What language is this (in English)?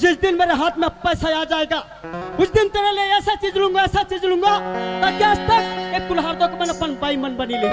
Chhattisgarhi